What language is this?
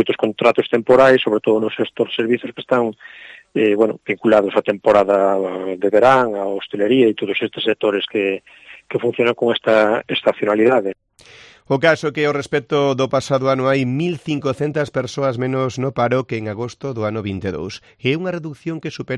Galician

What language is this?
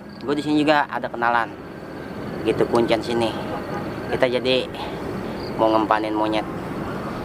Betawi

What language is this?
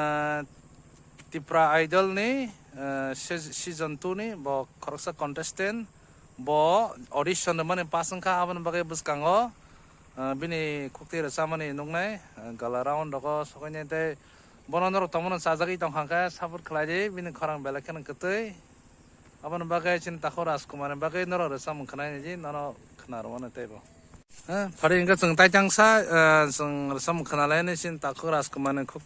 Kok Borok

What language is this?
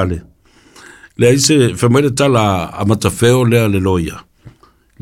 Samoan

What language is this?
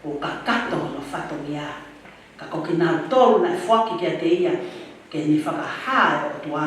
Tongan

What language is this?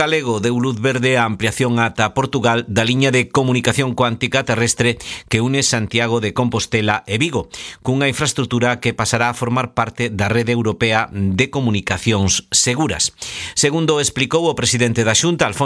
Galician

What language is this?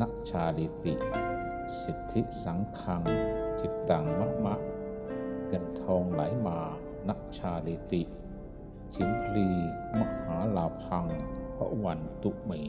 Pali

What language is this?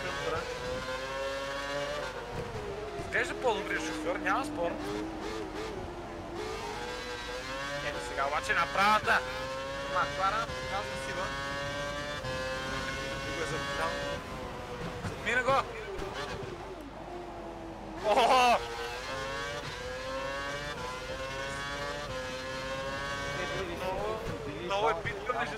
Bulgarian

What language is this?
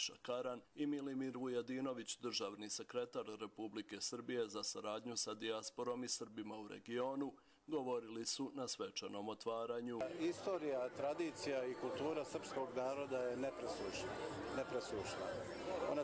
Croatian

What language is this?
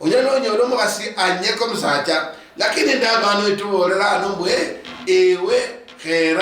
Luyia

